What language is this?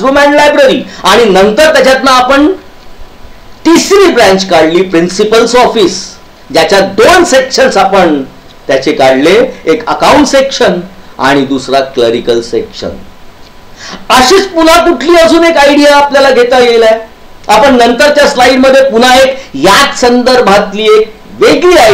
Marathi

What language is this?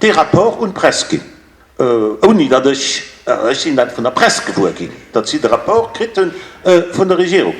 Luxembourgish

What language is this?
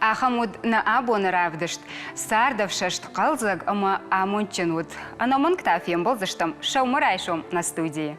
Ossetic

